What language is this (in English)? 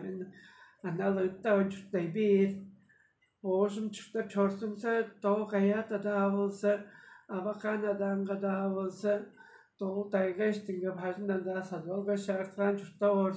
Tuvinian